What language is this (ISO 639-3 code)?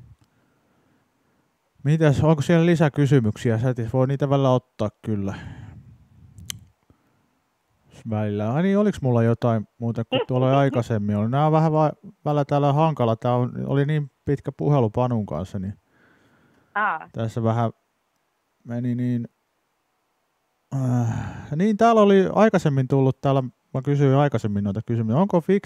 fin